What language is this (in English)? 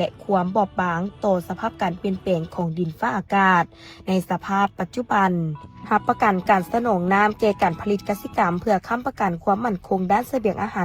Lao